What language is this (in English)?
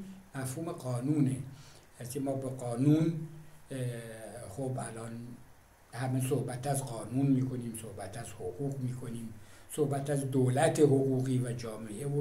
Persian